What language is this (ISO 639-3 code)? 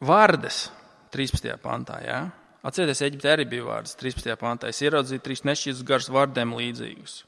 lav